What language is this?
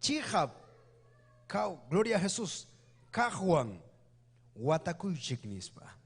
Ayacucho Quechua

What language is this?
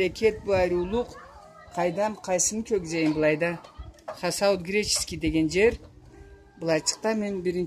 Karachay-Balkar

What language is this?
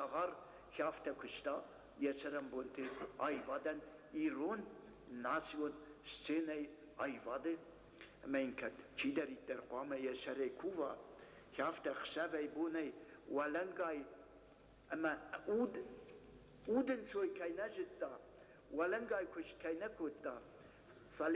Ossetic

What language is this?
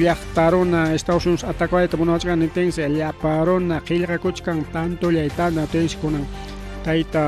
Ayacucho Quechua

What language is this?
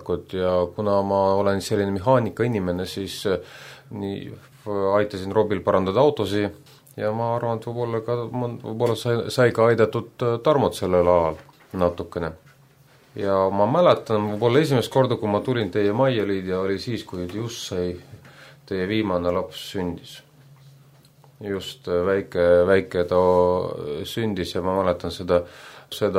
Estonian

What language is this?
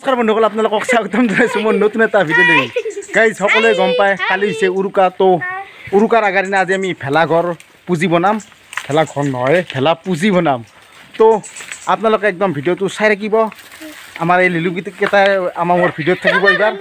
Assamese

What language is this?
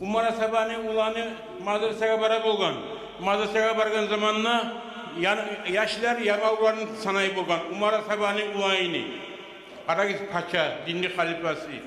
Kumyk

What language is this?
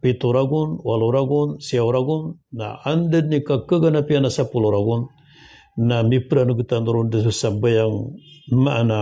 Maranao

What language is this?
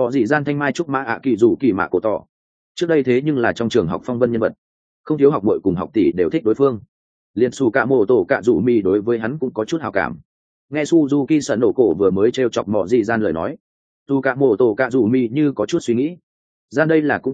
Vietnamese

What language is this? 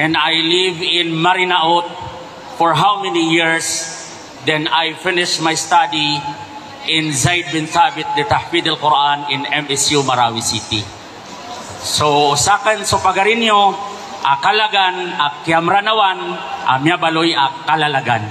Maranao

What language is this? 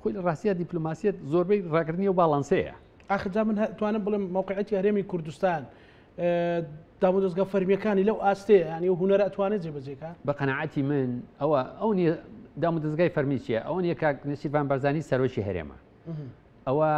Central Kurdish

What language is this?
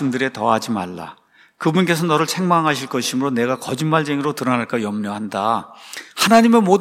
Korean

